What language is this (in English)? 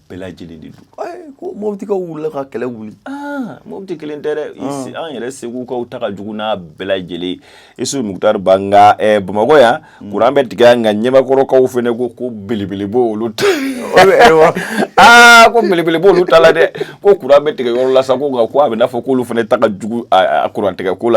Bambara